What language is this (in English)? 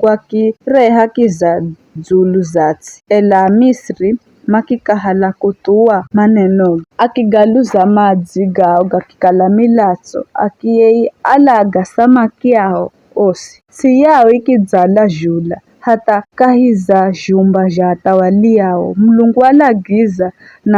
Giryama